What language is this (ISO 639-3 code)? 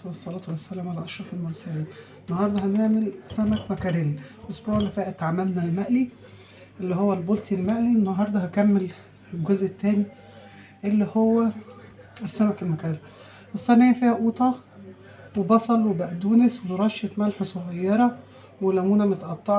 arz